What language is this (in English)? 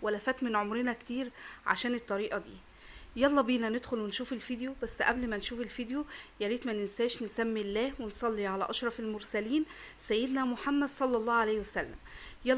Egyptian Arabic